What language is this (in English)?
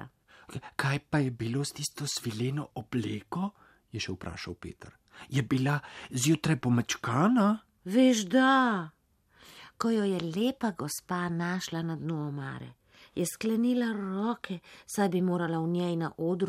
Slovenian